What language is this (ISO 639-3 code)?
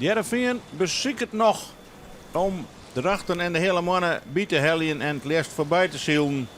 fry